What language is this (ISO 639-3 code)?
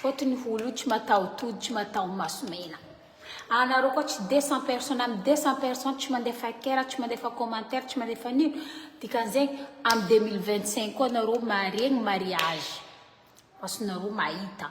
mlg